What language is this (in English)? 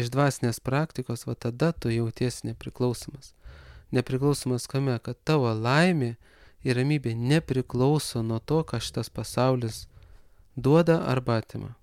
Lithuanian